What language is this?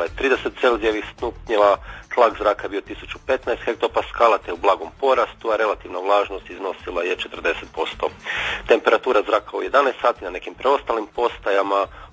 Croatian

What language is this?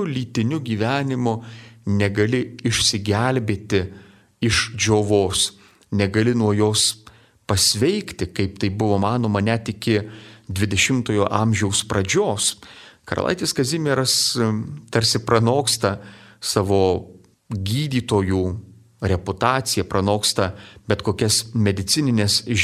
Lithuanian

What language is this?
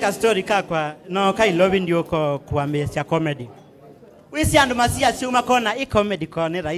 Kamba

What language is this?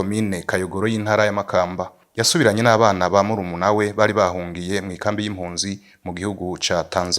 Rundi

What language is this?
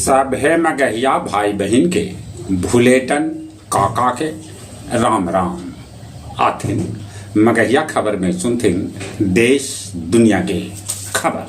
Magahi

